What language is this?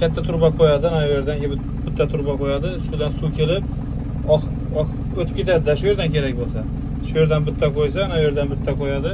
Uzbek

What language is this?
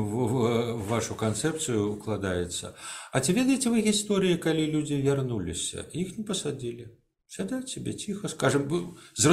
Belarusian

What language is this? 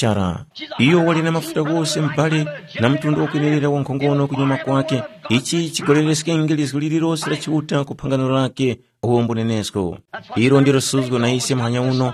Tumbuka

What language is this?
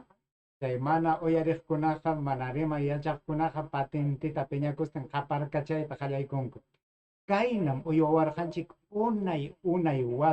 Ayacucho Quechua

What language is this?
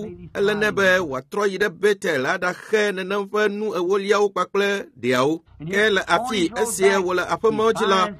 Ewe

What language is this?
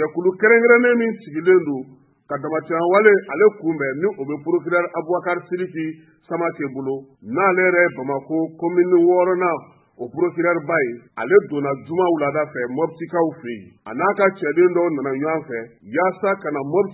Bambara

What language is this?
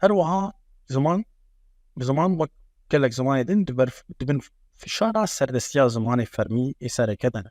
Kurdish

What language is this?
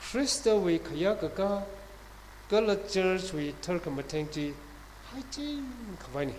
Tangkhul Naga (India)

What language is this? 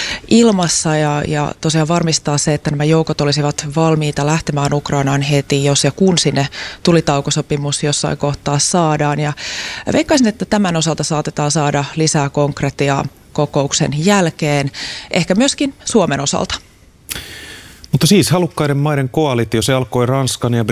Finnish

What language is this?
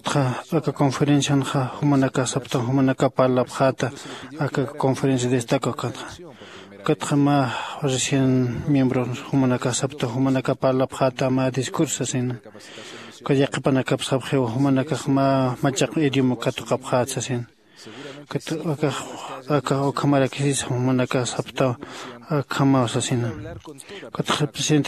Aymara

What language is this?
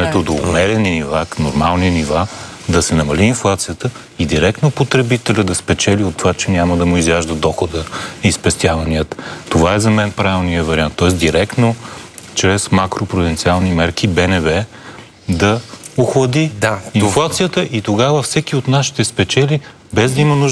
Bulgarian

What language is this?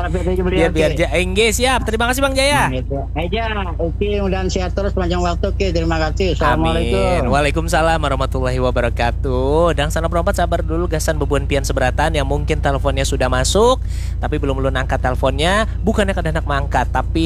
Banjar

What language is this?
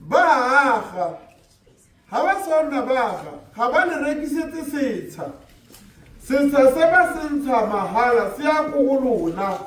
Tswana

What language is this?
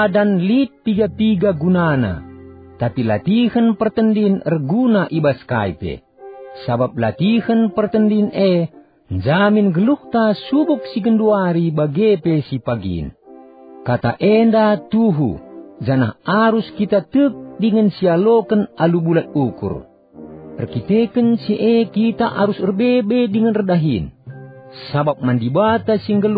Batak Karo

